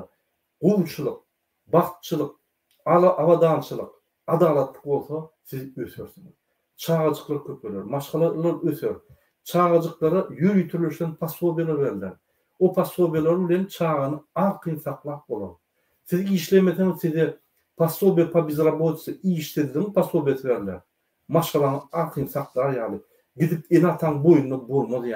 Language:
Turkmen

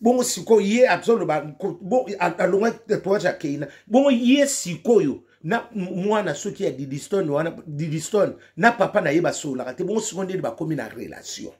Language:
Lingala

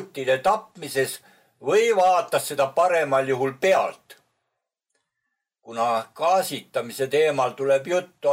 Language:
Estonian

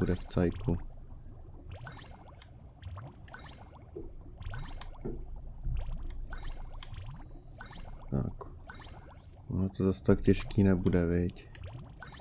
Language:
Czech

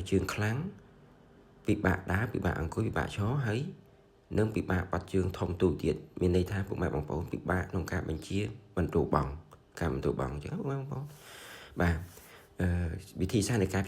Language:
Khmer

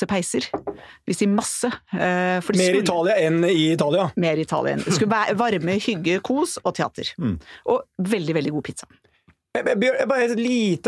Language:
Norwegian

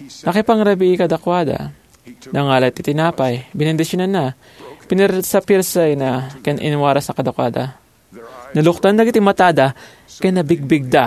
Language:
Iloko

